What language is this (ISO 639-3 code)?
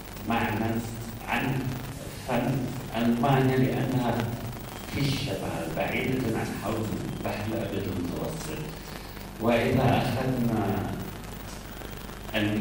ara